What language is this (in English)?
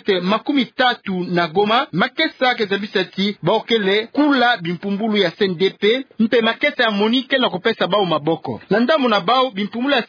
Kituba (Democratic Republic of Congo)